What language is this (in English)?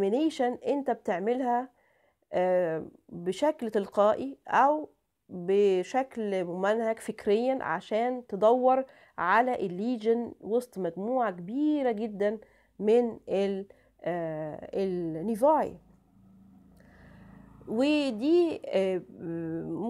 Egyptian Arabic